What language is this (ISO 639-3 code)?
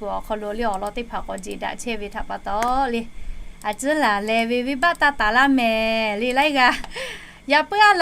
lhu